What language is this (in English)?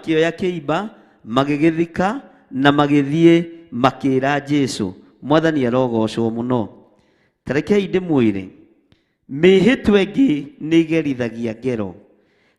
Kikuyu